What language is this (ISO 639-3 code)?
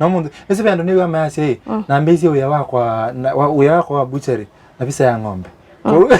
kam